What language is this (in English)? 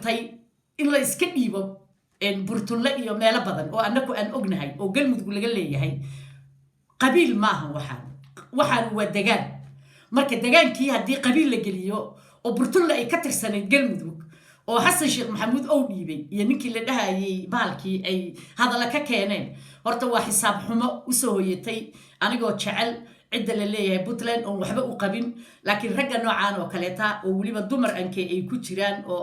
Somali